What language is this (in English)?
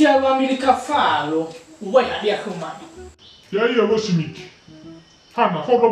Nias